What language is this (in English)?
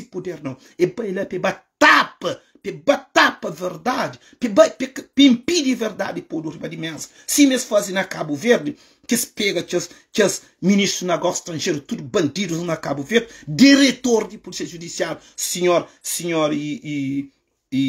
Kabuverdianu